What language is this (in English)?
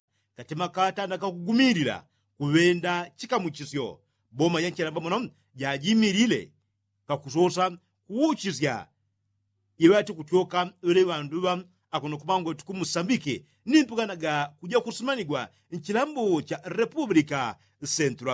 Yao